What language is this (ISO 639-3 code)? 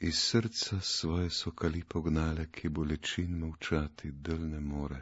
slv